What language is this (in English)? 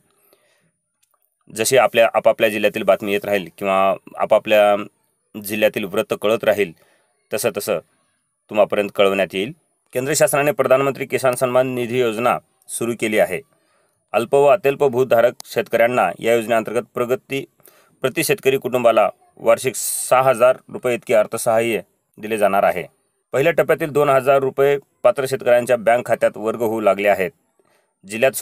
Marathi